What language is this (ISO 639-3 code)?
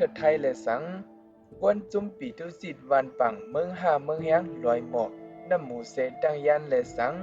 shn